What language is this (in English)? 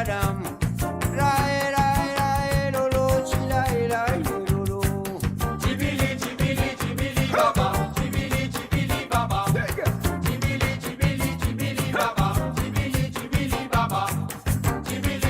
Morisyen